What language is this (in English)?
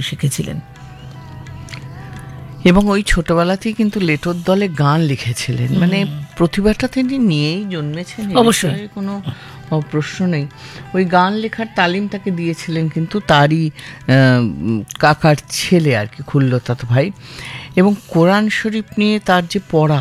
Bangla